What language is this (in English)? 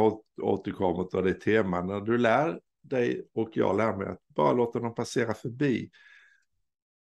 Swedish